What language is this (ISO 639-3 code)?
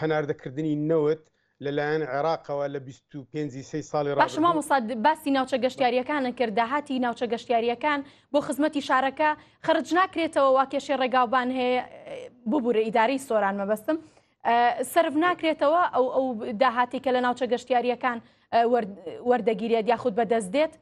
ckb